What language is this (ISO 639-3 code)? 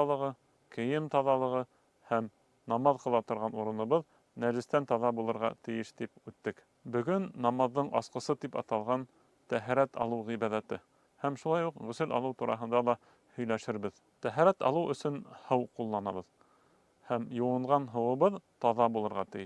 bak